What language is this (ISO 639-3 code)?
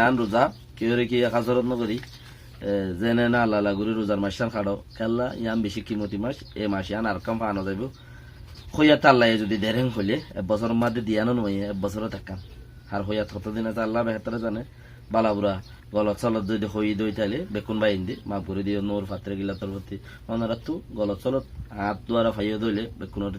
rhg